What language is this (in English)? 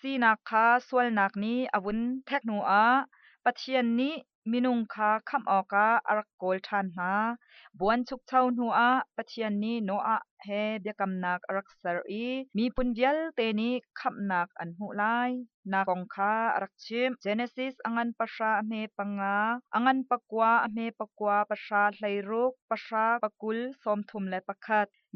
Hakha Chin